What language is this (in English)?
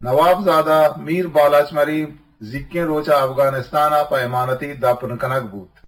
Eastern Balochi